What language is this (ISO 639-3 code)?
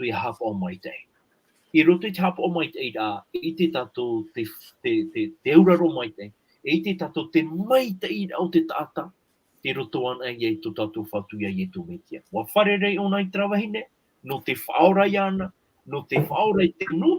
tah